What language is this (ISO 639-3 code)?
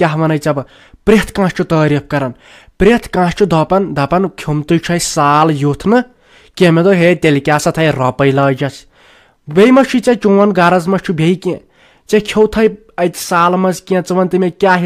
kas